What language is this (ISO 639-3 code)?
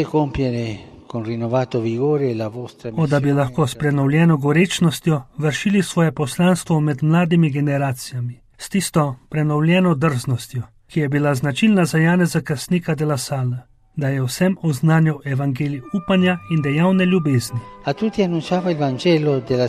slv